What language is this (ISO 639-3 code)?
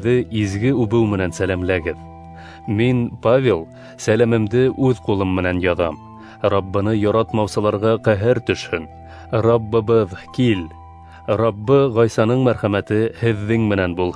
bak